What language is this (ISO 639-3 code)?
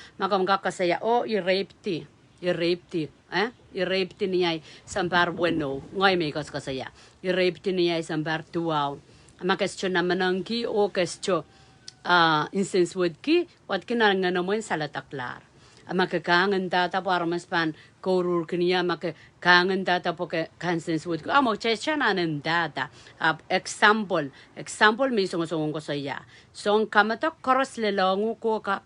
pon